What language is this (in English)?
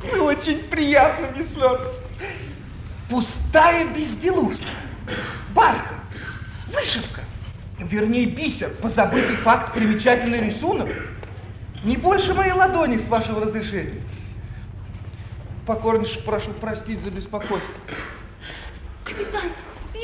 Russian